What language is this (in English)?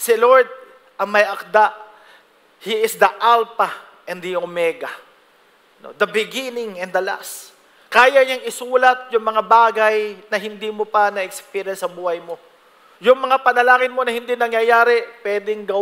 Filipino